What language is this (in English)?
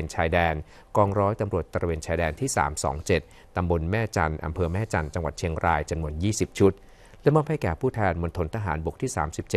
Thai